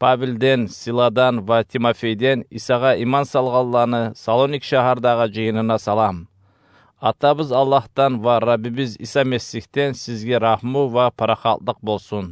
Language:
Kumyk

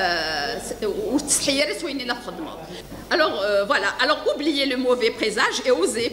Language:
Kabyle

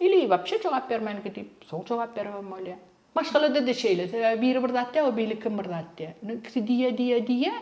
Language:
Turkmen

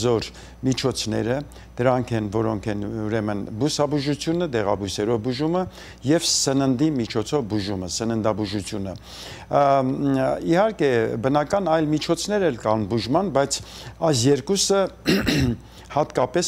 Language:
Armenian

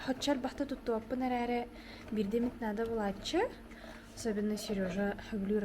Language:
Yakut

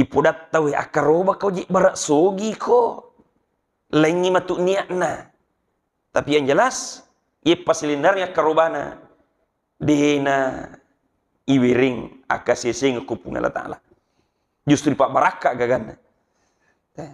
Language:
Buginese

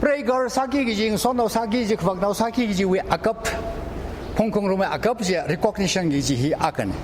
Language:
Tangkhul Naga (India)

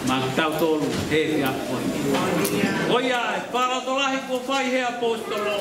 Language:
Tongan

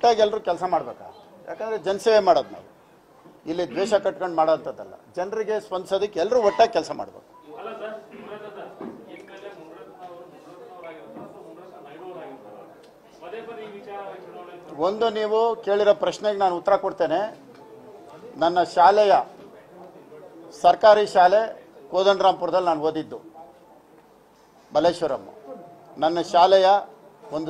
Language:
Kannada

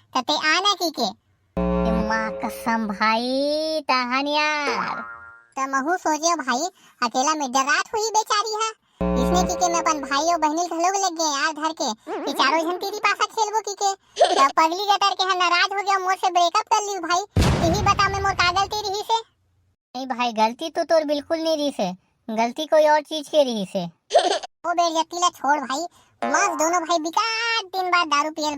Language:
Chhattisgarhi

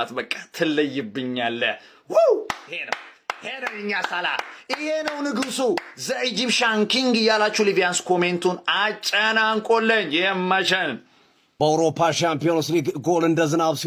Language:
Amharic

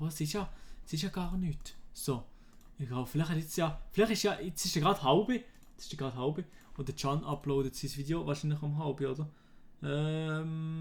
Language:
Swiss German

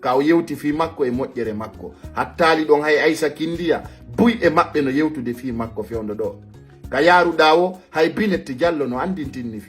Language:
Fula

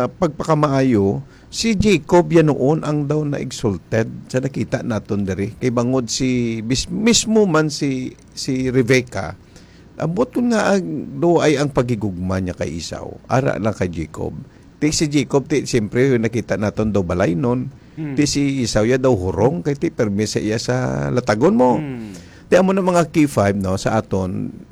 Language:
Hiligaynon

